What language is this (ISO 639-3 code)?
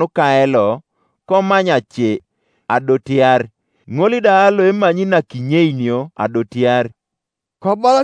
teo